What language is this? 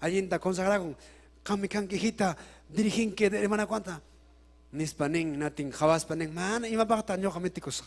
Ayacucho Quechua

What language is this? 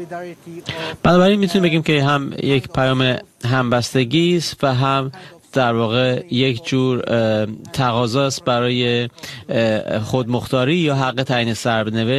Persian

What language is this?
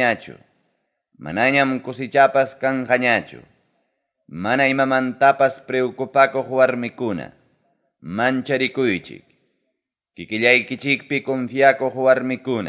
Ayacucho Quechua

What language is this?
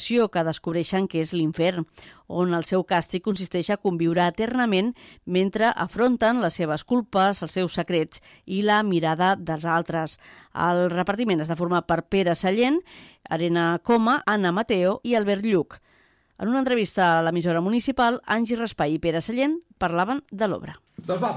Catalan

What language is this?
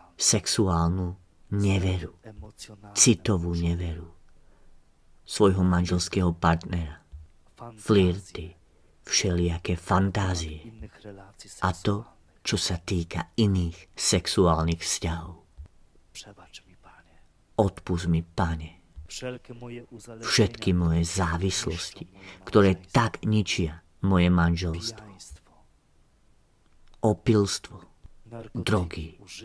Slovak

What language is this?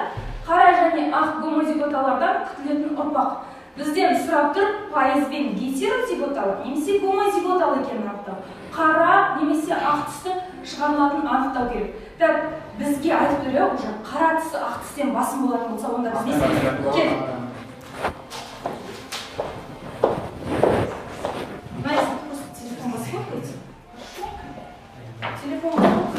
Kazakh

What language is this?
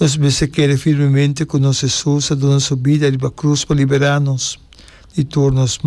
Papiamento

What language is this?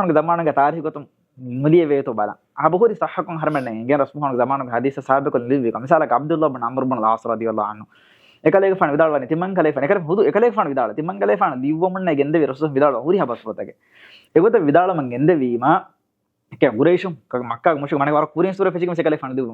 Divehi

